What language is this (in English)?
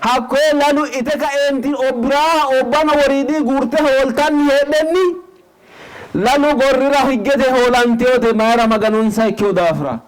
Sidamo